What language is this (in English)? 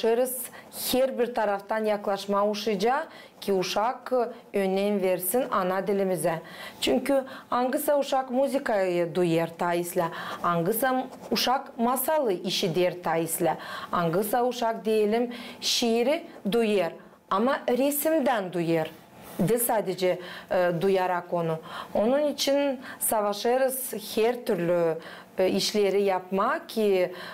Gagauz